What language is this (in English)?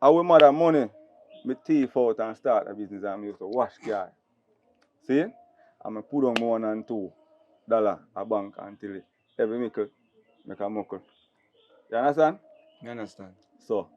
Jamaican Creole English